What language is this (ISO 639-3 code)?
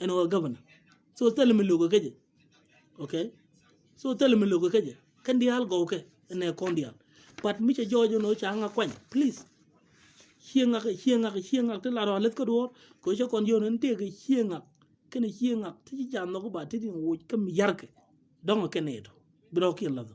nus